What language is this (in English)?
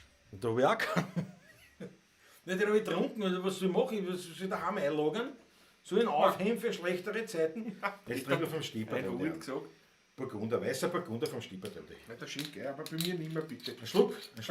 Bavarian